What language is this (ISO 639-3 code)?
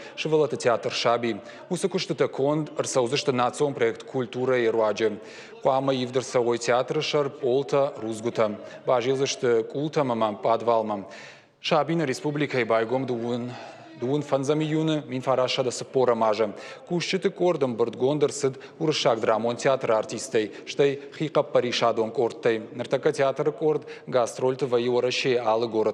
oss